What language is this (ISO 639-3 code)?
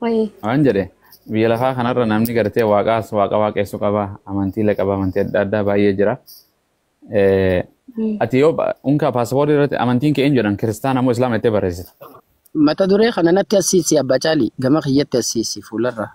orm